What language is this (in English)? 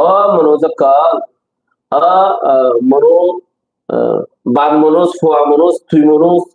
Rohingya